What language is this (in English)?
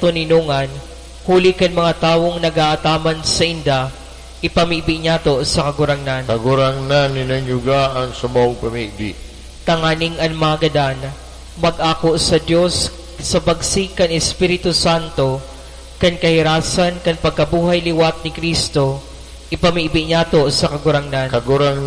Bikol